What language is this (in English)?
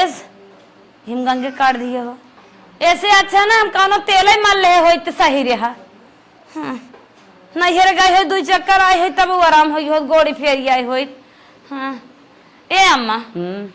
Awadhi